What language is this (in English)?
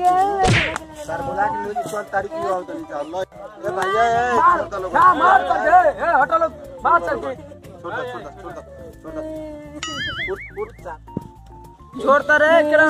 Bhojpuri